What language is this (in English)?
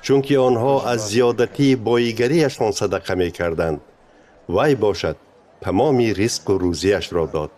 Tajik